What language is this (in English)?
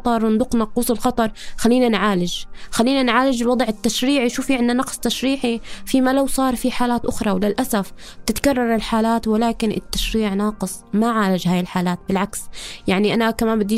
North Levantine Arabic